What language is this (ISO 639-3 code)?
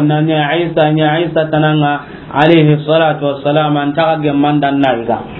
snk